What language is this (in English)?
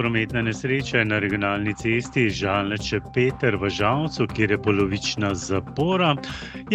Slovenian